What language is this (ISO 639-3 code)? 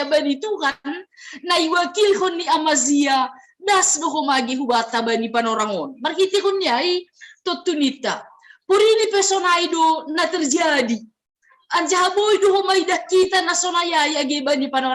bts